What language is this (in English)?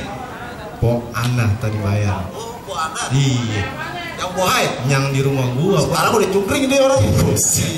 Betawi